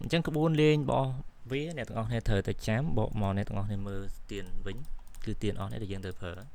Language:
Khmer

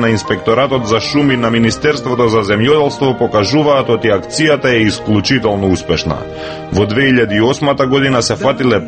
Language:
Macedonian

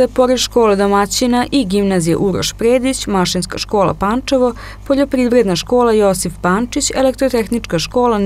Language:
Serbian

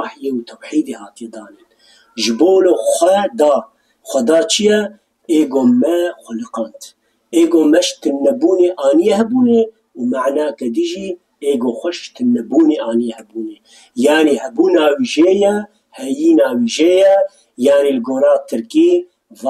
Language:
Kurdish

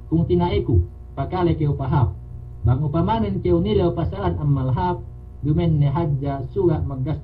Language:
Yakan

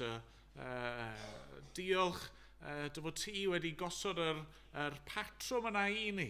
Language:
Welsh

